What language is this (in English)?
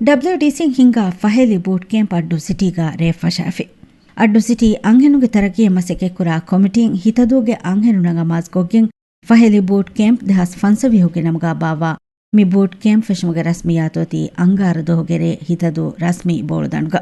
Divehi